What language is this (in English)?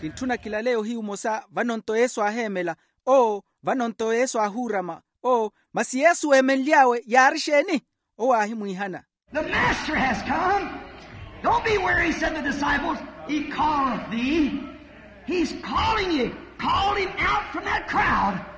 Makhuwa